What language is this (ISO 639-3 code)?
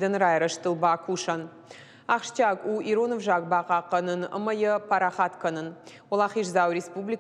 oss